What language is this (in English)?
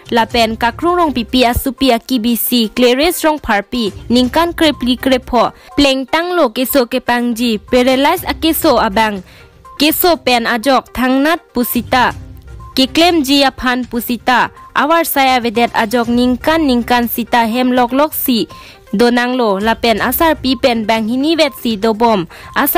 Karbi